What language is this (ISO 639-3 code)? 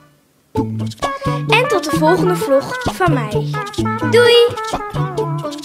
nld